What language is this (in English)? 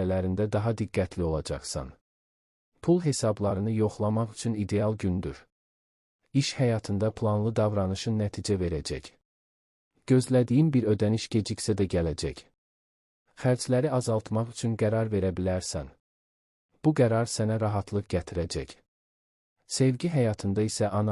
Azerbaijani